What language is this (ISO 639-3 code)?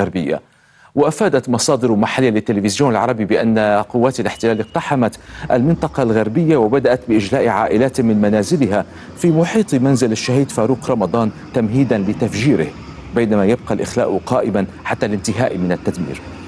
ara